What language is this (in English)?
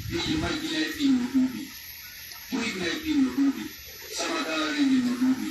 Pular